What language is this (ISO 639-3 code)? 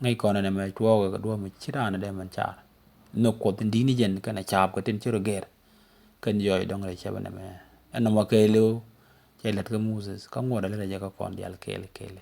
nus